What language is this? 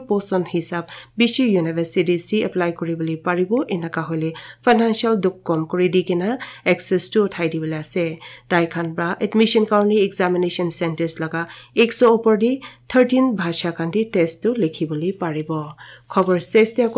Naga Pidgin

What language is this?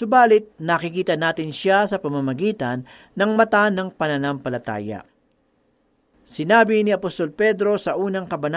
Filipino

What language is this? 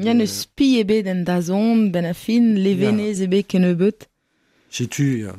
Breton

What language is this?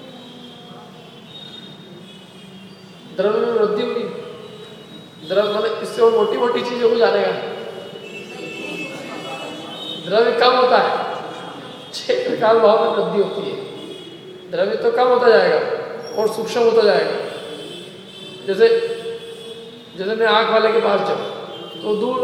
Hindi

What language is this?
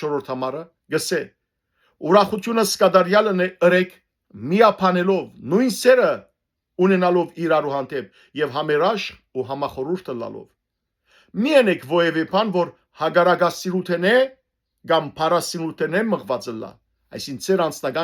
Western Armenian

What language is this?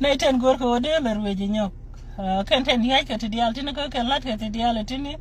Nuer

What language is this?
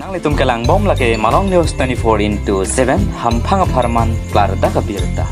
Karbi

